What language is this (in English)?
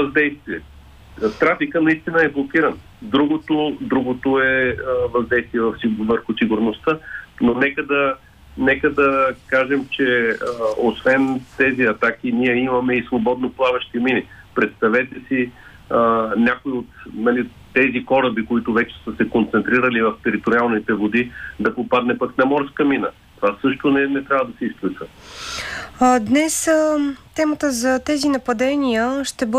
Bulgarian